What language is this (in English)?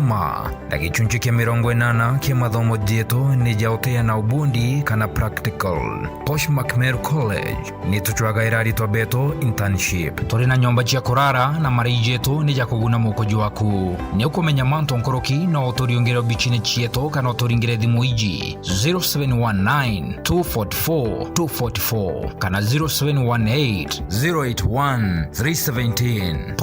Meru